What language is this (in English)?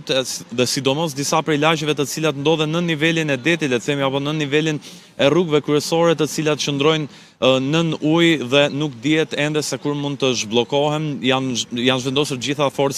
Albanian